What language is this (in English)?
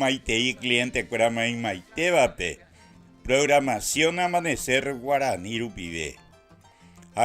Guarani